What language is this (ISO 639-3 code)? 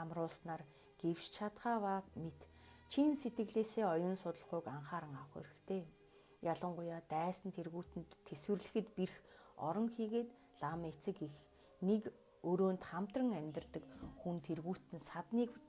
mon